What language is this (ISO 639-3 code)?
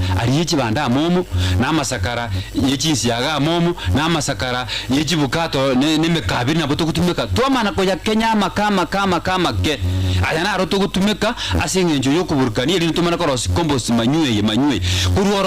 guz